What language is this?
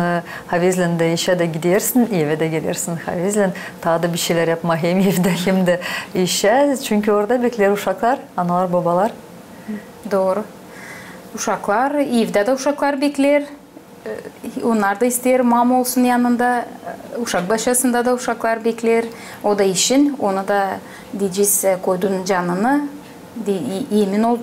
Gagauz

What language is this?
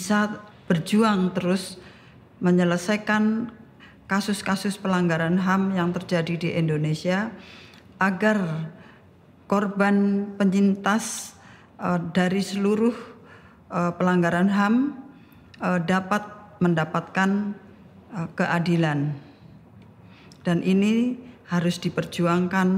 Indonesian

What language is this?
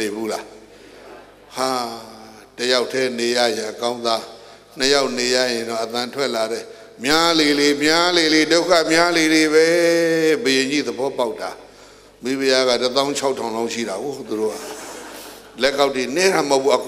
Burmese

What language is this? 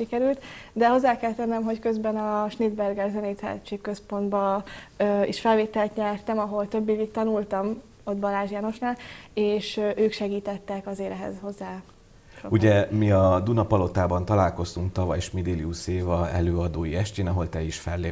Hungarian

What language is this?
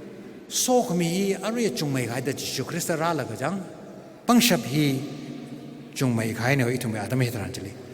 Tangkhul Naga (India)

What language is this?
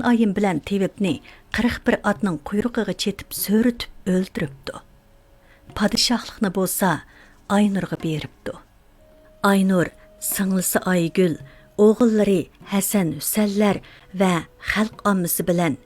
Uyghur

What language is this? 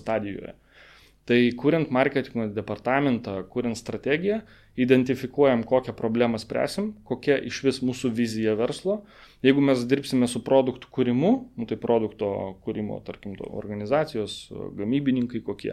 Lithuanian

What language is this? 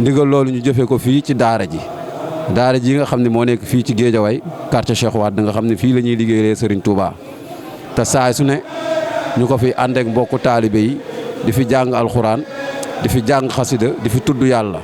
Wolof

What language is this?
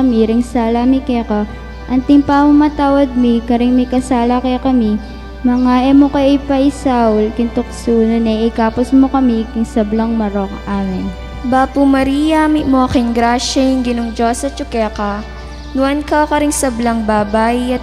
Pampanga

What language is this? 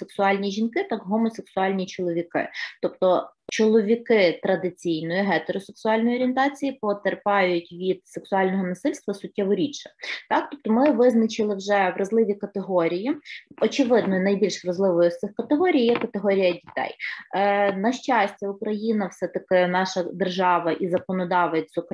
Ukrainian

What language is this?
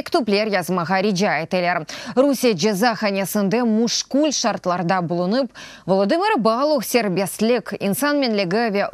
Crimean Tatar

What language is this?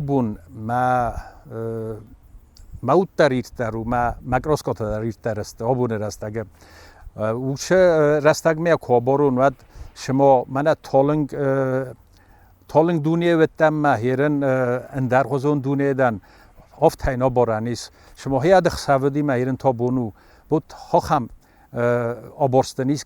Ossetic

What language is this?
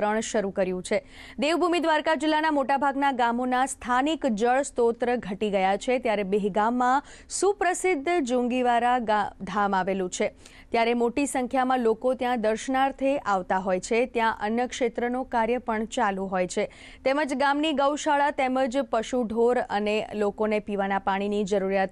Gujarati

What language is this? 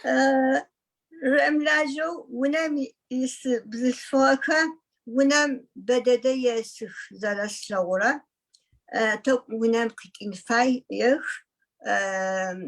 Adyghe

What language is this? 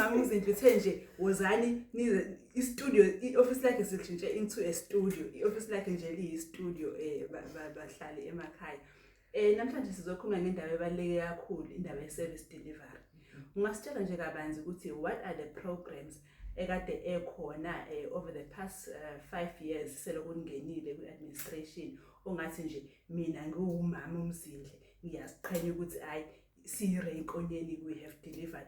Zulu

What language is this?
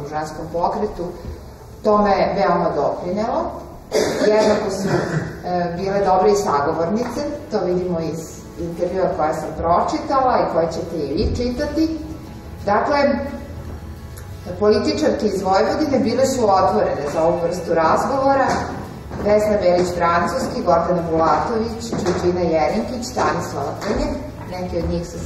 Serbian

